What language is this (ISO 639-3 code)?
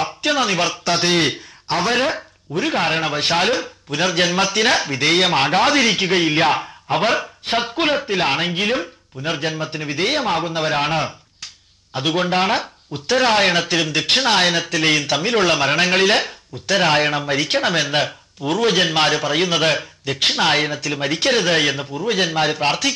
mal